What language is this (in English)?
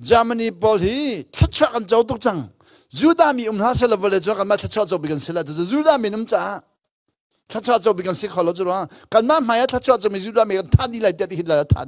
Hakha Chin